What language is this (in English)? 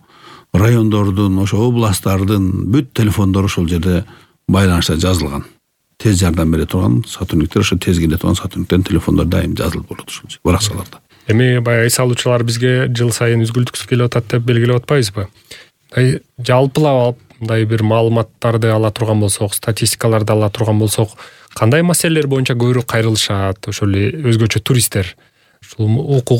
Kyrgyz